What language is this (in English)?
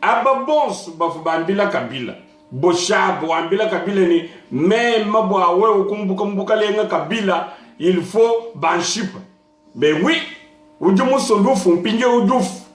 Luba-Lulua